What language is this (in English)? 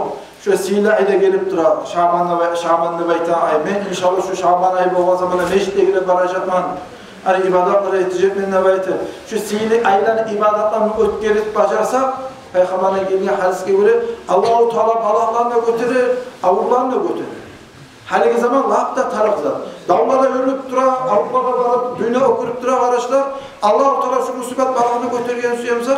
Kumyk